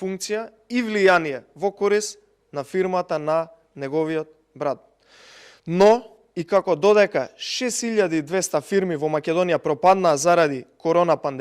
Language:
Macedonian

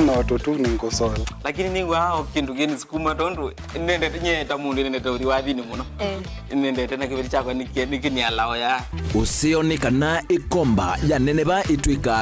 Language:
Kamba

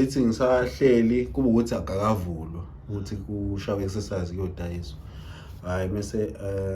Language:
Zulu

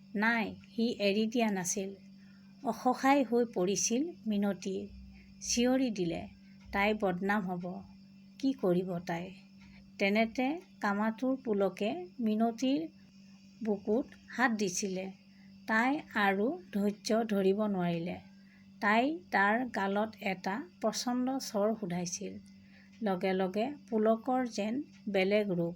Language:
Assamese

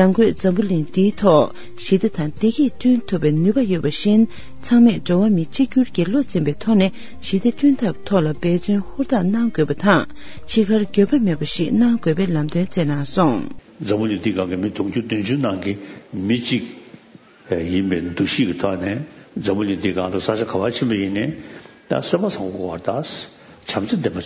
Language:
Tibetan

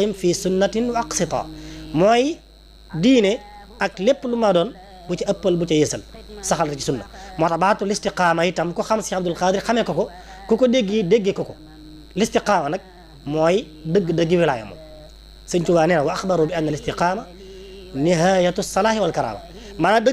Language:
Wolof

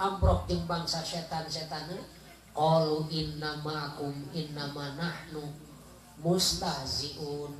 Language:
Sundanese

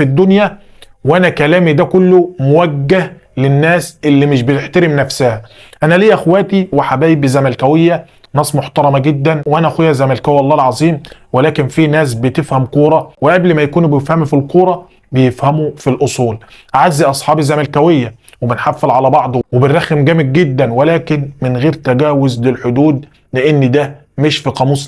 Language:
Egyptian Arabic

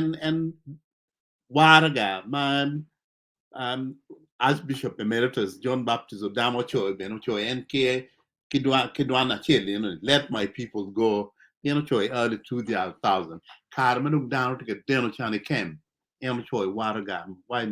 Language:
Acoli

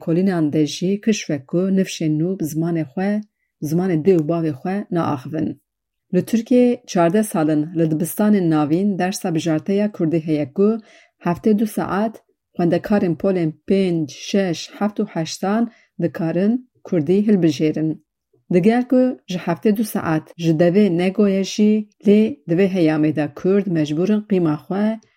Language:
Kurdish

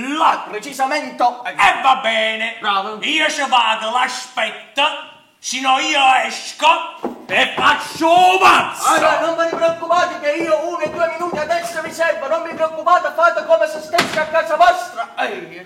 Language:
Neapolitan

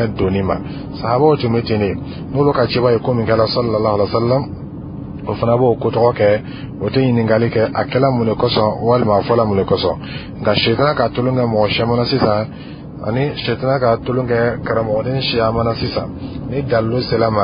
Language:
Dyula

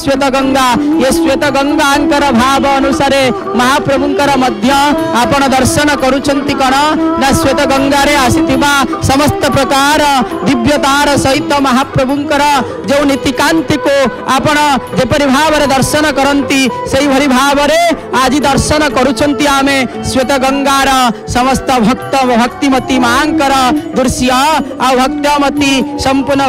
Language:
Odia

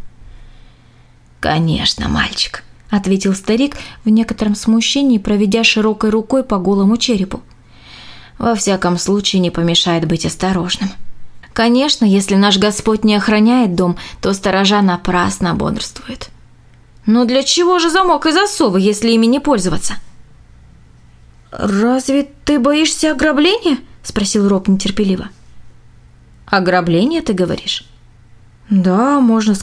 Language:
Russian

